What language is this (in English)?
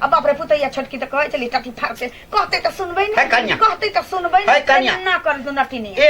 Maithili